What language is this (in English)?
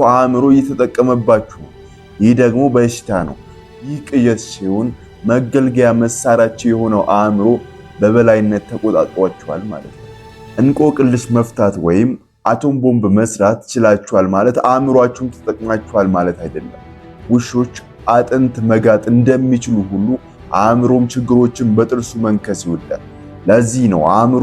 Amharic